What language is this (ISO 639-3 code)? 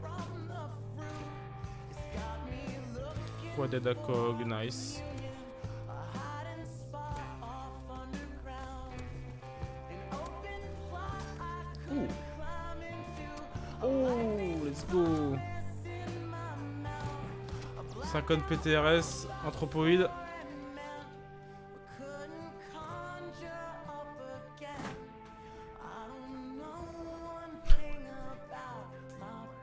fra